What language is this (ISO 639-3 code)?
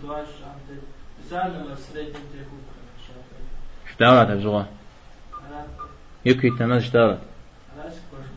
kbd